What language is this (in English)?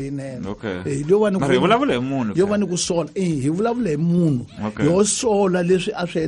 Tsonga